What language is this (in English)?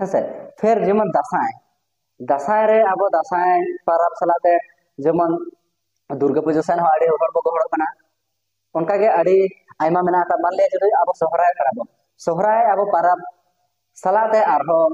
Santali